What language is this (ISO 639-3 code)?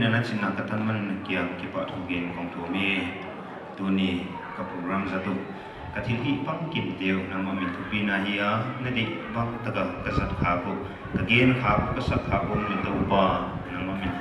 pck